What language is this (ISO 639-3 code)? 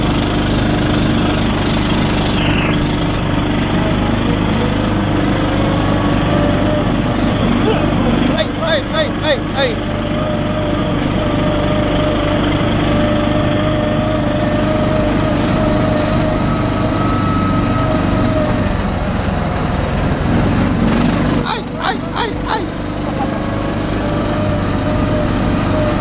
eng